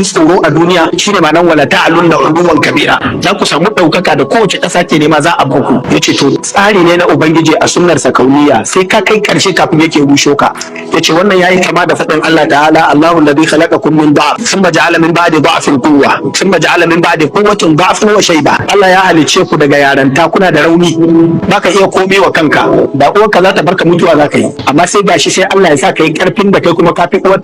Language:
Hausa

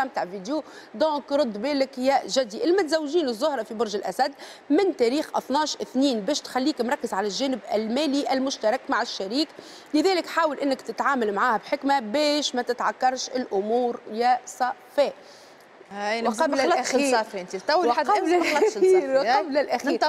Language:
Tunisian Arabic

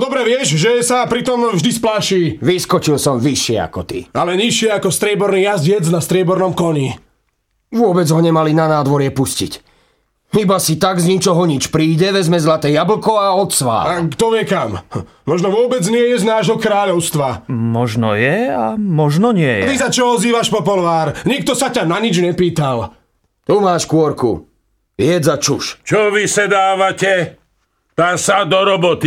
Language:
Slovak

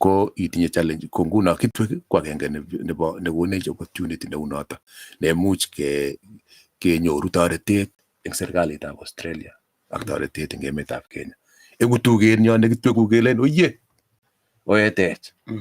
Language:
Kalenjin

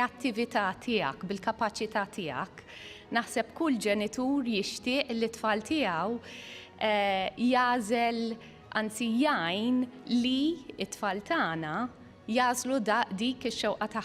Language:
Maltese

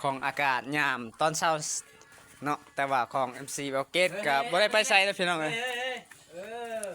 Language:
Lao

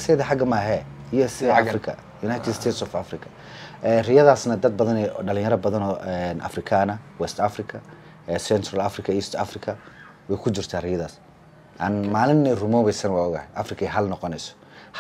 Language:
Somali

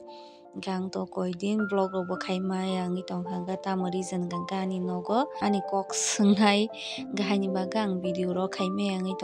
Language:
Kok Borok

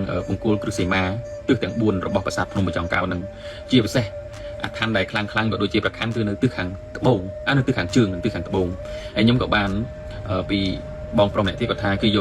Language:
Khmer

